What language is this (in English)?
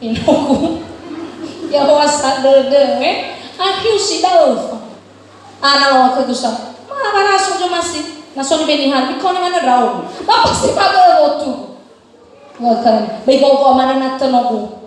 Nias